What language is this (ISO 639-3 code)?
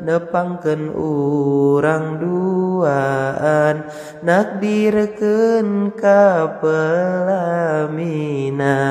sun